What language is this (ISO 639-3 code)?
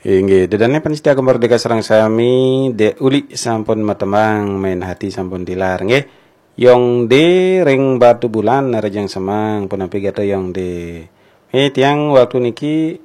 ban